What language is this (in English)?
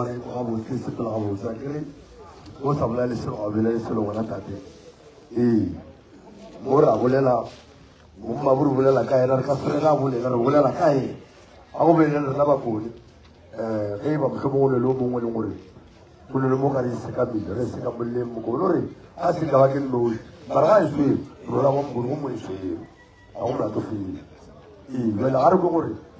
Northern Sotho